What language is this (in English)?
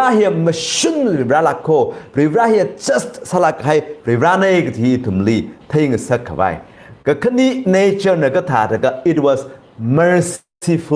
Tangkhul Naga (India)